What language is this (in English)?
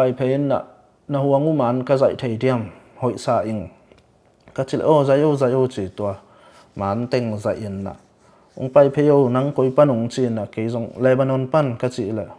Tedim Chin